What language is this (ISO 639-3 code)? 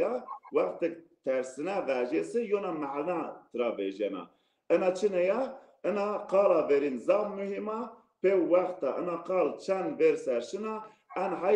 zza